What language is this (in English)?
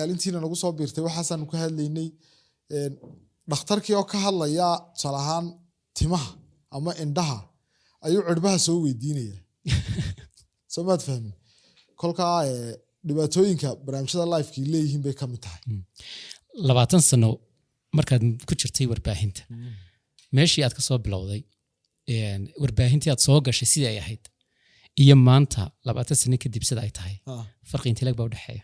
Somali